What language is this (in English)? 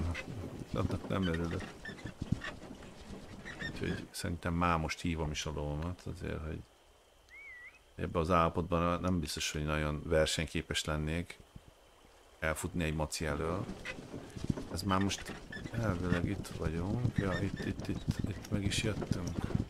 Hungarian